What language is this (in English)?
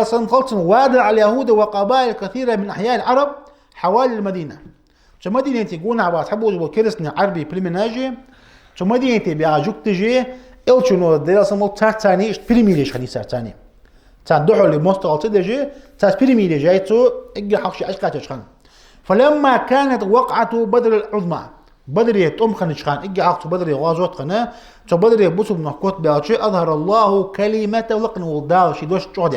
Ingush